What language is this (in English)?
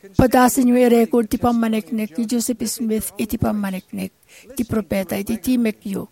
Iloko